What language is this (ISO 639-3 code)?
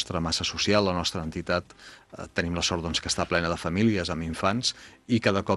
cat